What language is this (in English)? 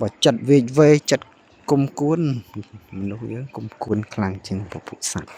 Khmer